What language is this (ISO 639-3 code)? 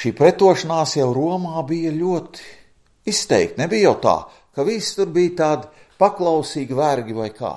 lav